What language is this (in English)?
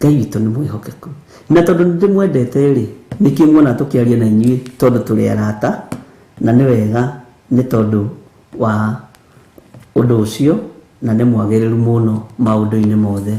Kikuyu